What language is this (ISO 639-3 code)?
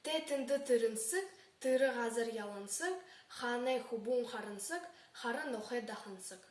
bua